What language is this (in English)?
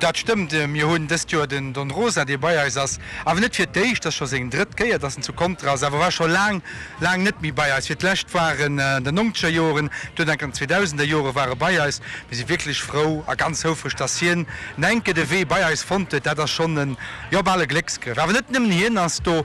Luxembourgish